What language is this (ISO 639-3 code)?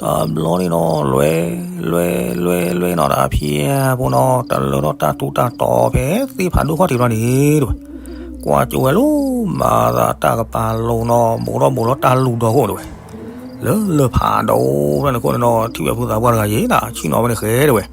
ksw